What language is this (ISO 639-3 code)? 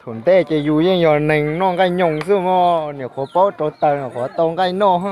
hmn